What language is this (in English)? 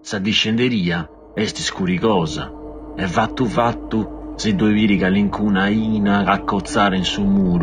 Sardinian